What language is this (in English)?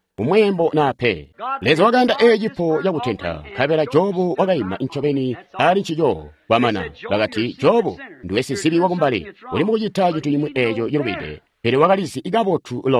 Tonga (Zambia)